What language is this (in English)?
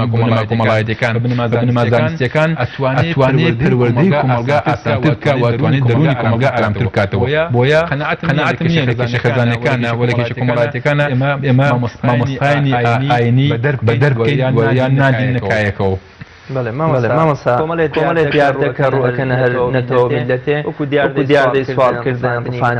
Central Kurdish